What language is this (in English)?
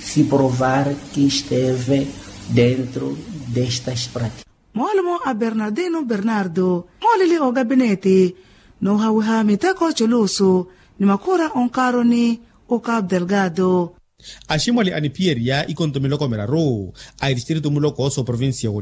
Makhuwa